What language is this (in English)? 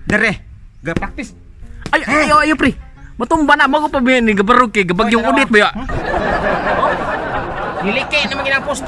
Cebuano